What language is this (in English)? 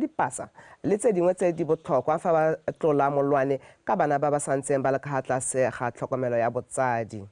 Tswana